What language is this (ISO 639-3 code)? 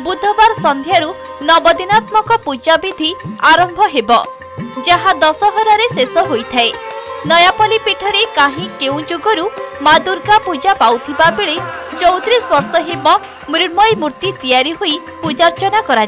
ori